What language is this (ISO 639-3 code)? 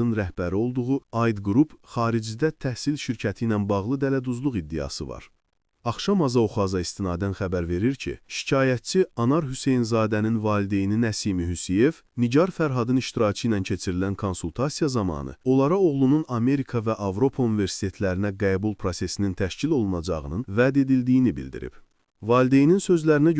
aze